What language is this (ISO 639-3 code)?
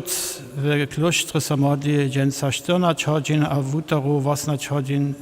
hsb